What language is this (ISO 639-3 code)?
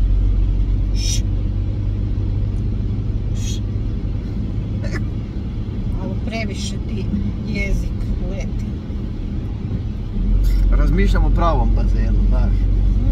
hrv